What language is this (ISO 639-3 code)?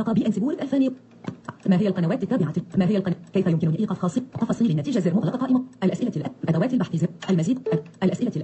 ars